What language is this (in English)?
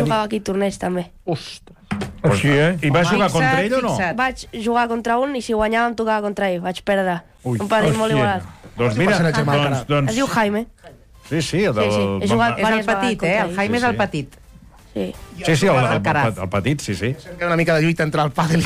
Catalan